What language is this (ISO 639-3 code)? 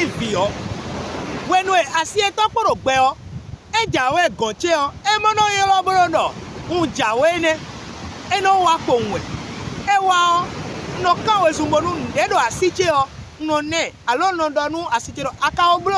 fon